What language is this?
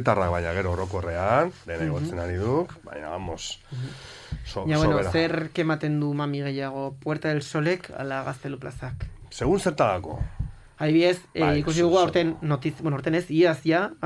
Basque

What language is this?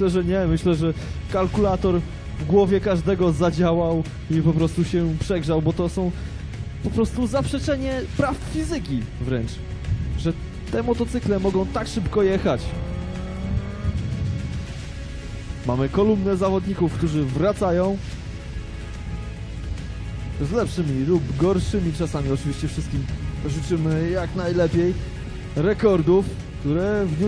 Polish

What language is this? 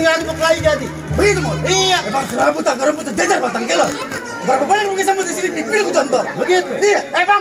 Betawi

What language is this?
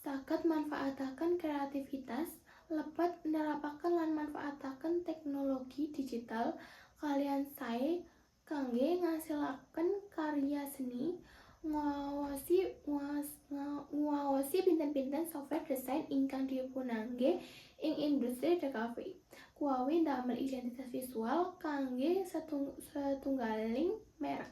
Javanese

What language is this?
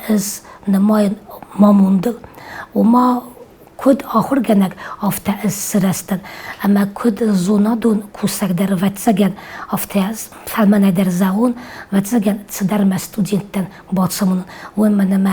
Ossetic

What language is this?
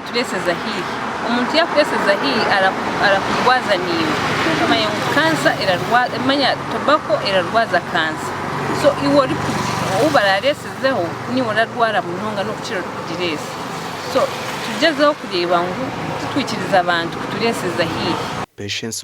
Nyankole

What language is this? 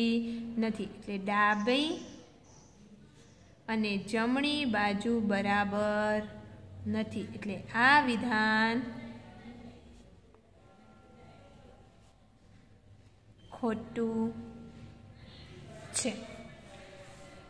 Gujarati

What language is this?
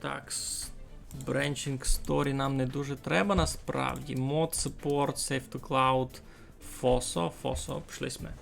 Rusyn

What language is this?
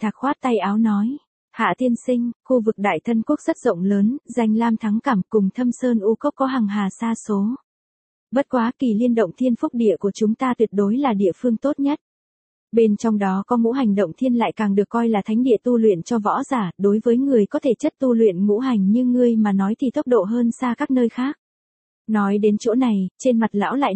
Vietnamese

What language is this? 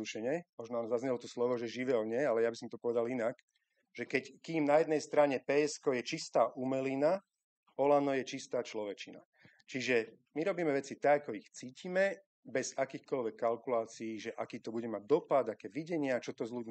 Slovak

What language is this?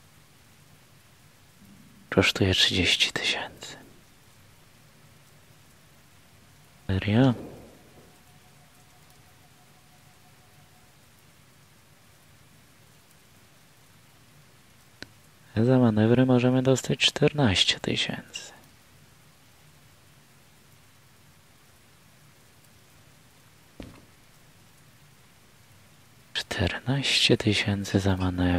Polish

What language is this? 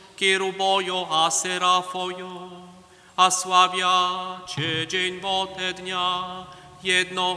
Upper Sorbian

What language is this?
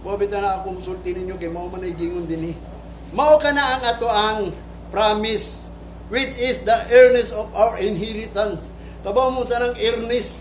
Cebuano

